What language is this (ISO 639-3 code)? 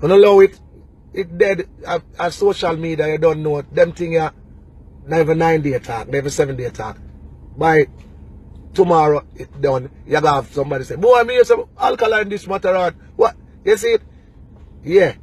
jam